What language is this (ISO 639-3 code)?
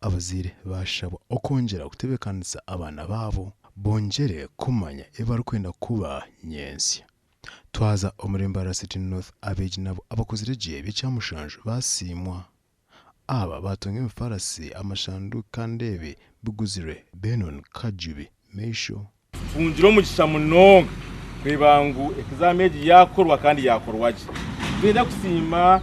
nyn